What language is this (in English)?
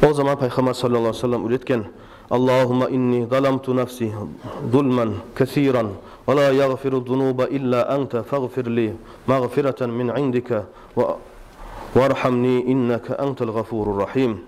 Kumyk